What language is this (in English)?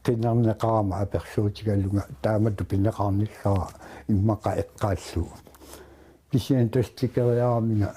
Kalaallisut